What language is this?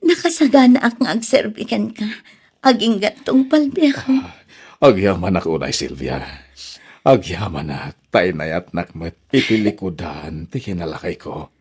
Iloko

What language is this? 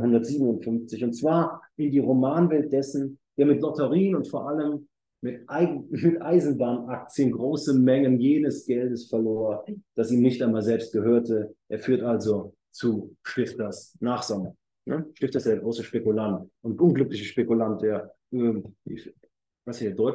German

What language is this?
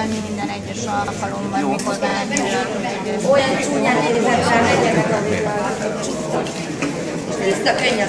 Hungarian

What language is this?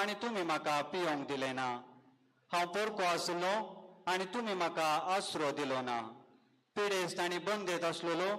Konkani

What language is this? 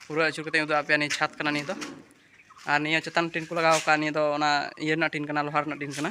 Santali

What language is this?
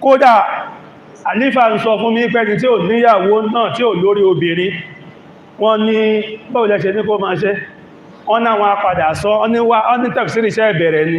Yoruba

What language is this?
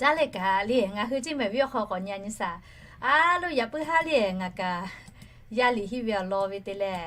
Lahu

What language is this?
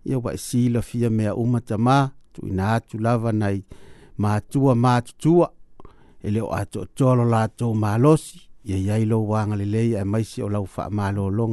Samoan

